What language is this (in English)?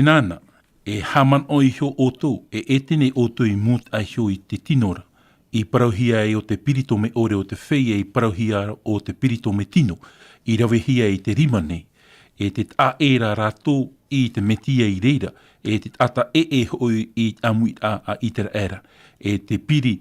Tahitian